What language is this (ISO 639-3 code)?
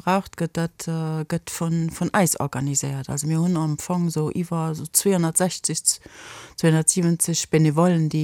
ltz